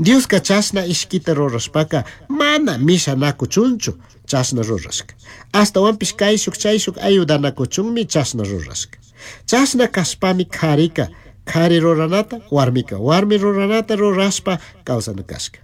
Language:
Chimborazo Highland Quichua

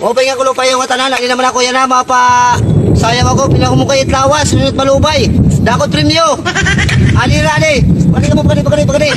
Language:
Waray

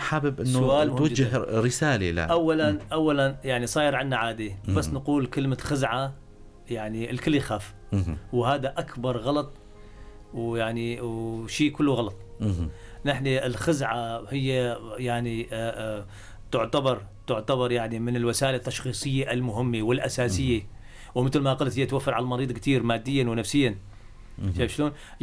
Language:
North Levantine Arabic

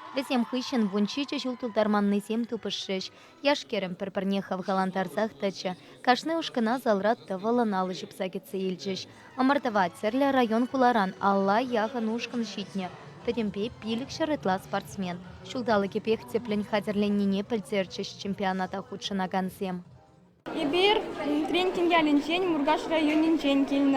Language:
Chuvash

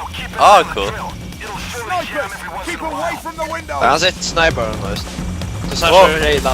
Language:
Faroese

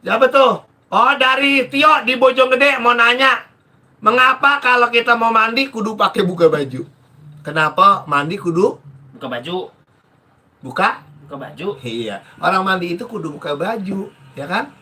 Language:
Betawi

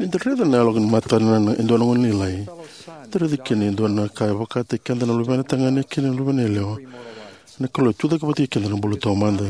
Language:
Fijian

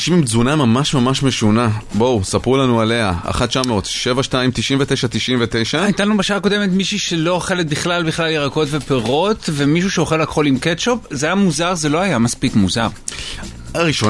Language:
Hebrew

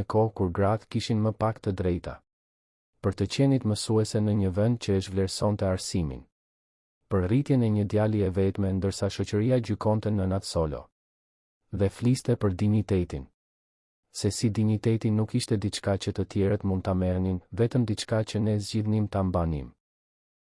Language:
Albanian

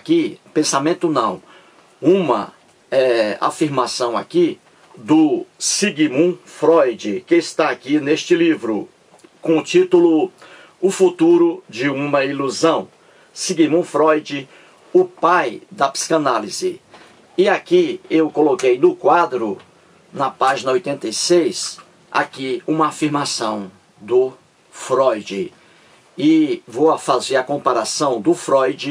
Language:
Portuguese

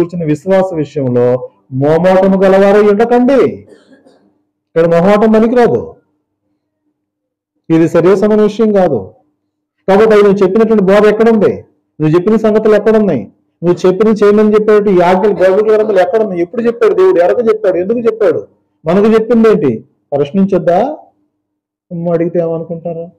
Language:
Telugu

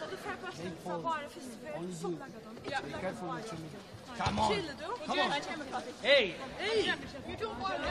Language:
Faroese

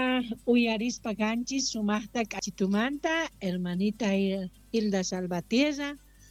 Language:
South Bolivian Quechua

